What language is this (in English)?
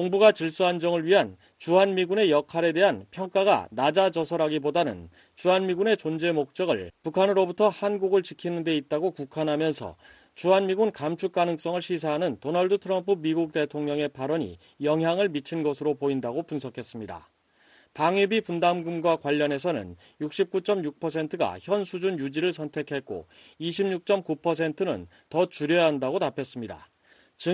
Korean